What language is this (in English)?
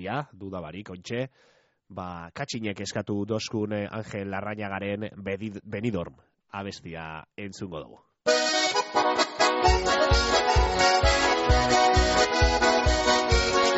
Basque